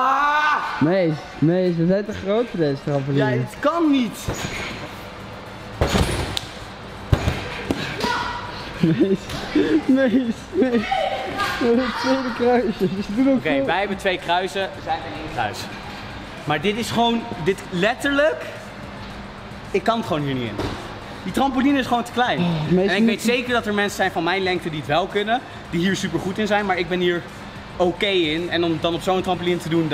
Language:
Dutch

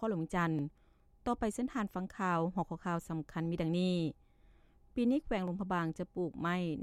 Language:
Lao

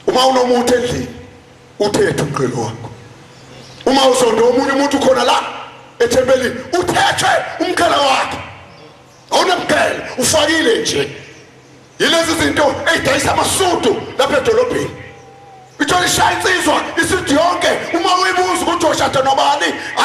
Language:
Zulu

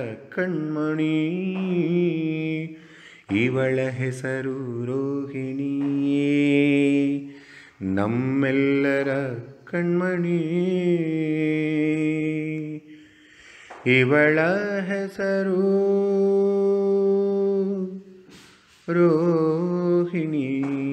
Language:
Kannada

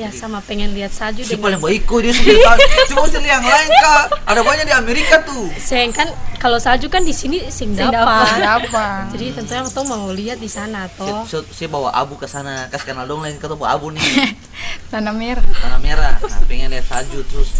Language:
Ambonese Malay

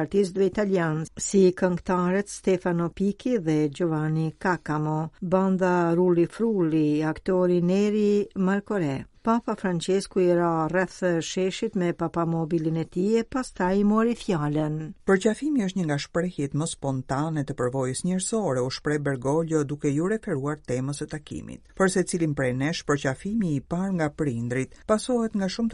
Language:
Albanian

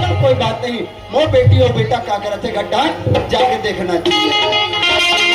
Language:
Chhattisgarhi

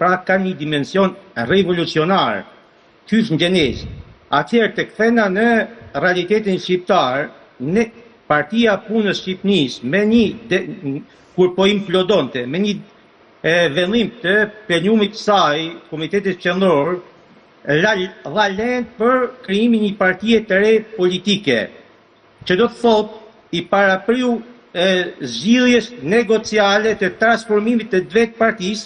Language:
Albanian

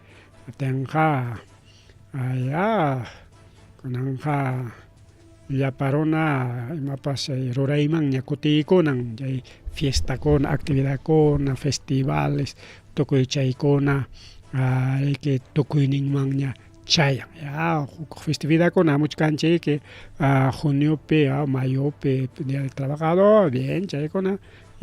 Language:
Ayacucho Quechua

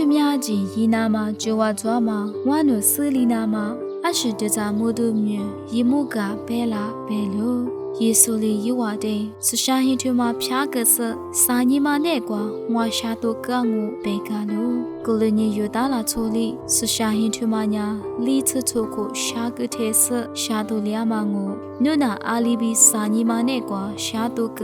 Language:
Lisu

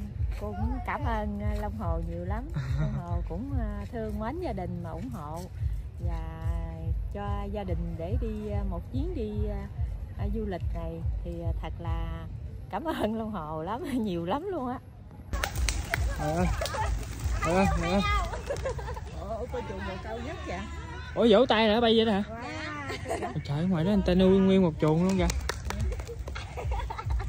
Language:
Vietnamese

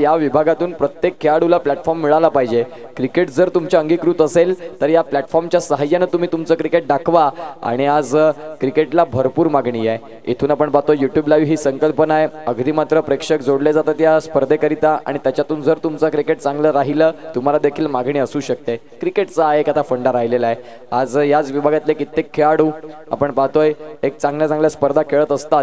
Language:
Marathi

